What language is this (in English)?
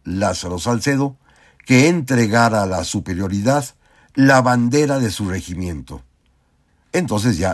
Spanish